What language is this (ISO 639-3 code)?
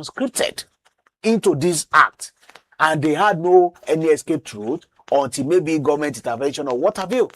pcm